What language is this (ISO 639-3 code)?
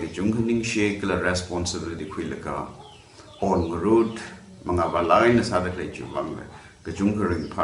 nmf